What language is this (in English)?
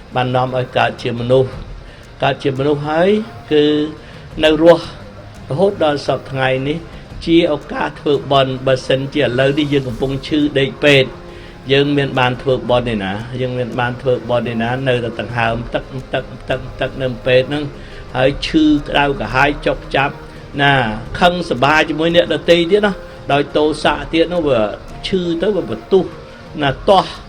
Khmer